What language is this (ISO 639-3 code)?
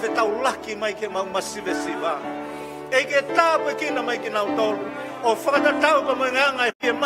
ton